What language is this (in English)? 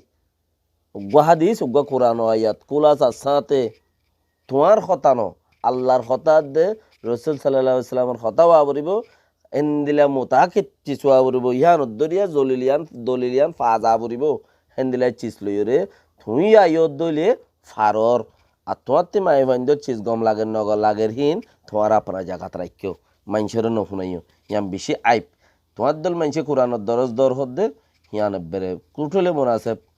Rohingya